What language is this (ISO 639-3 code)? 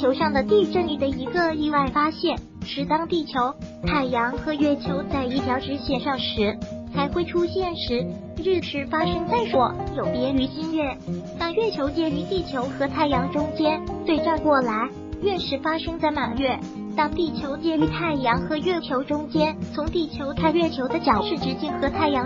zho